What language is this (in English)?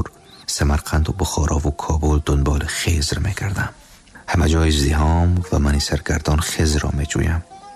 Tajik